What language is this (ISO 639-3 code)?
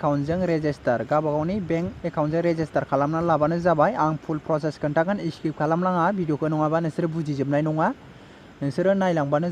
brx